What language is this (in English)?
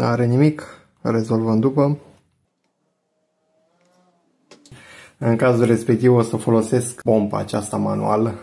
Romanian